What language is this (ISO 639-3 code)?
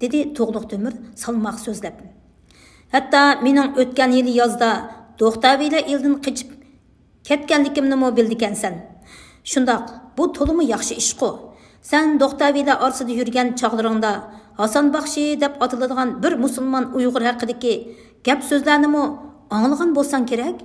uig